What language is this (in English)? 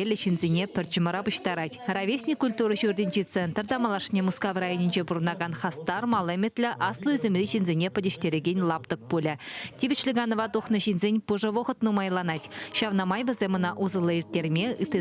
Chuvash